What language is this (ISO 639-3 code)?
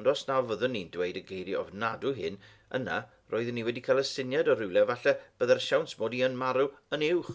cym